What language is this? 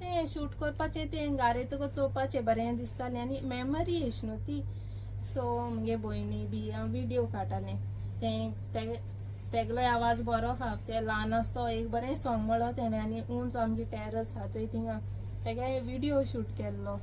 Konkani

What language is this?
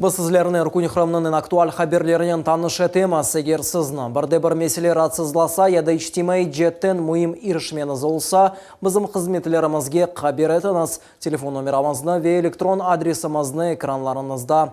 Crimean Tatar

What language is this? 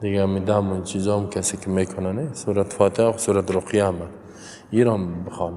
Persian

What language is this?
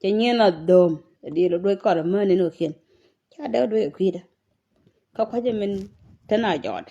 Nuer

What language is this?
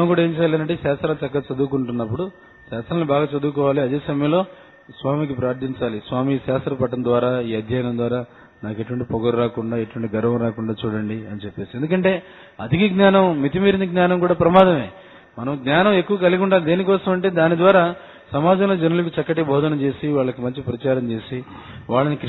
Telugu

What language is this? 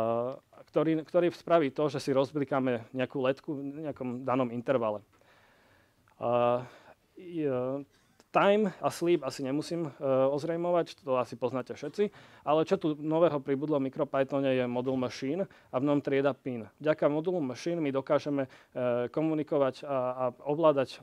Slovak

